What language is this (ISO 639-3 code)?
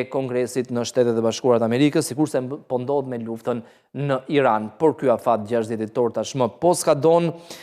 sqi